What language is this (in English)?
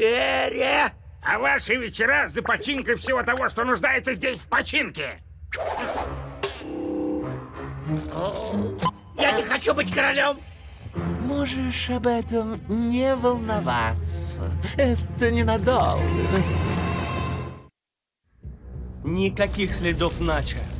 Russian